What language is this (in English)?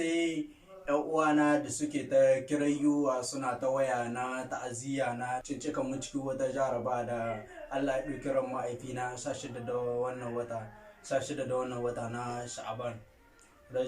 Hausa